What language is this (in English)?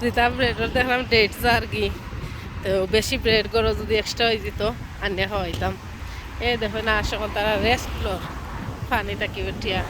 Sylheti